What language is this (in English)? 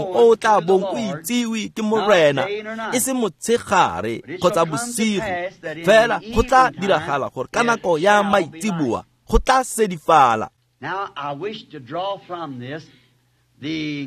Tswana